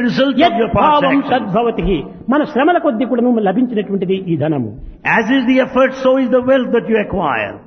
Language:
Telugu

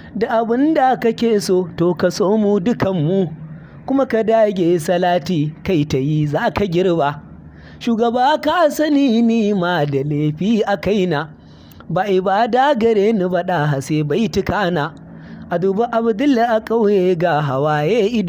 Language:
Hausa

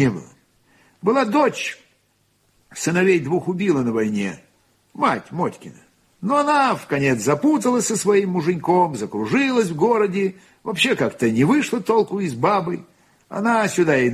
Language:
Russian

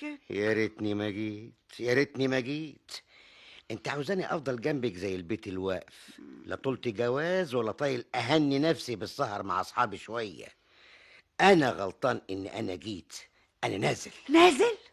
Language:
Egyptian Arabic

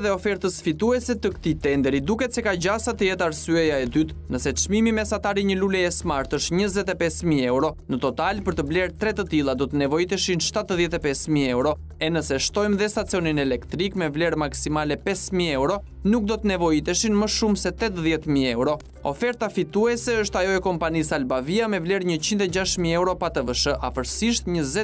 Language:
Albanian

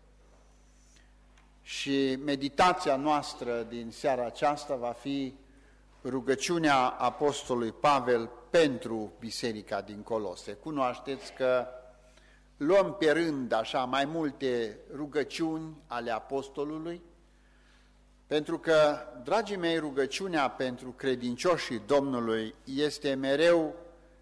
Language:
Romanian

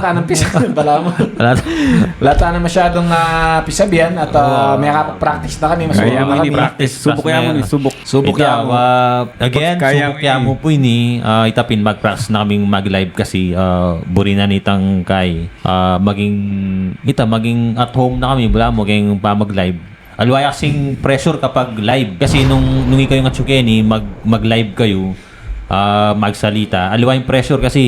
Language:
Pampanga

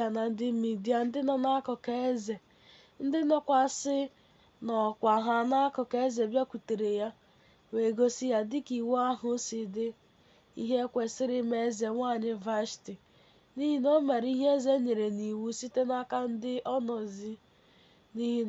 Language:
Igbo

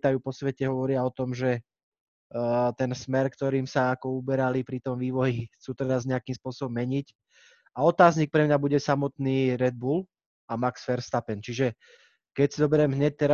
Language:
Slovak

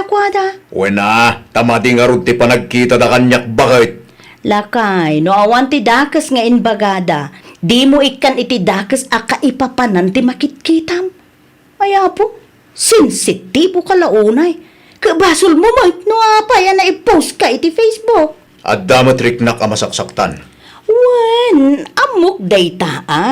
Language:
Iloko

